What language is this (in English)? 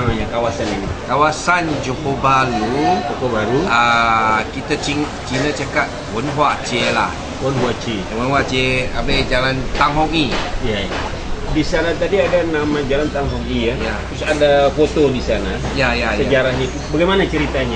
Banjar